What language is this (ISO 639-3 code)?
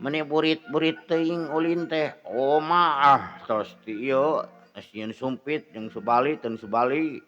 sun